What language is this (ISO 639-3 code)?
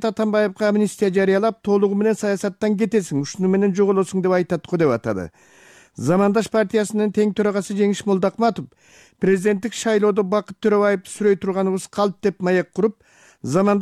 kir